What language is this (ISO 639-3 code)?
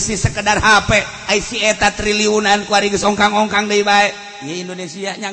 sun